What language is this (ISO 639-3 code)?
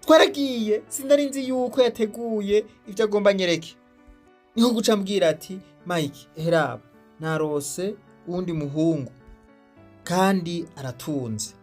run